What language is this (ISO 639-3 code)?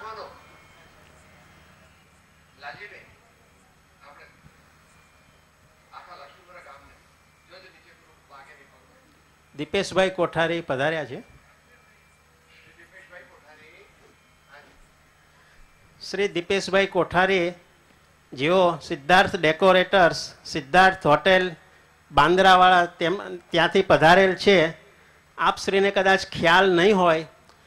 guj